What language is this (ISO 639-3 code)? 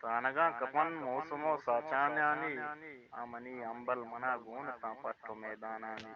bgp